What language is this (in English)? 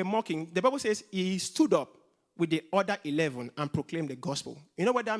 English